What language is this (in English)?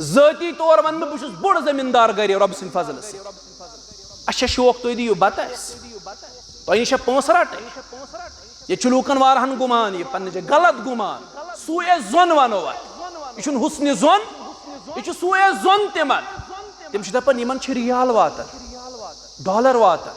Kashmiri